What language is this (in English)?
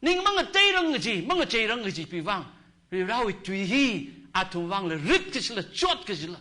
Tangkhul Naga (India)